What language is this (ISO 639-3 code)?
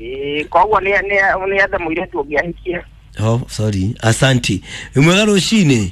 kik